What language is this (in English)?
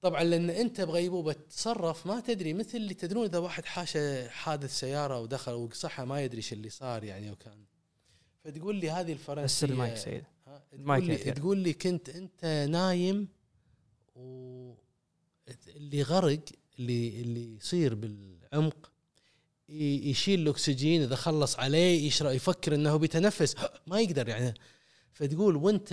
Gulf Arabic